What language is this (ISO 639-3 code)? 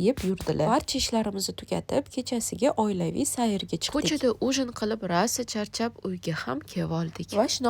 uzb